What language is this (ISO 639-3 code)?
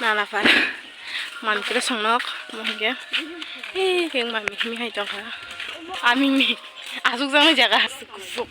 trp